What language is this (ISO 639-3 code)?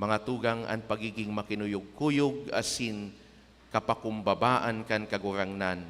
bik